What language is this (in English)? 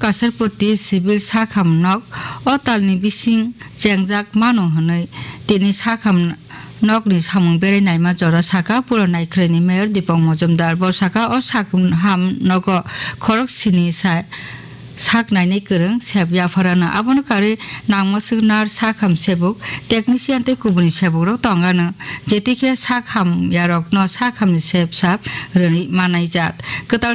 Kok Borok